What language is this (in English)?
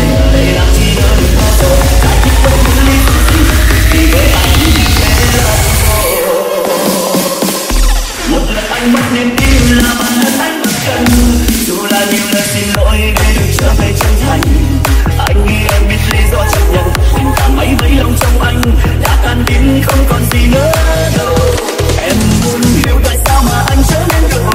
Vietnamese